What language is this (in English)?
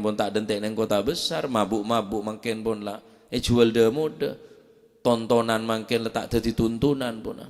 Madurese